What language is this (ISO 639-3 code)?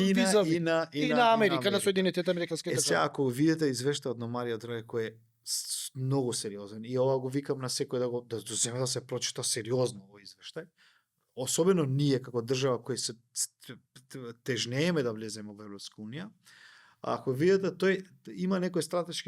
mkd